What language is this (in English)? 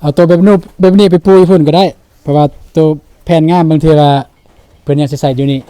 Lao